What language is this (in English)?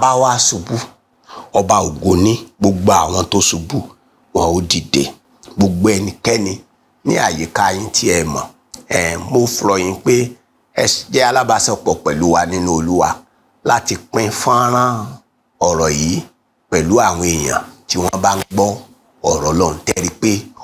Yoruba